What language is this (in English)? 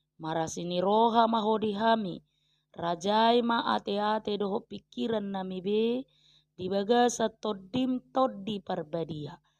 Batak Toba